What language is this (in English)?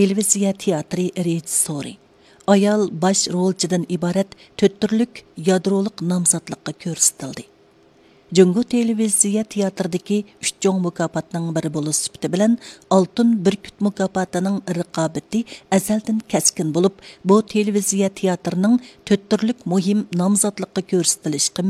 Uyghur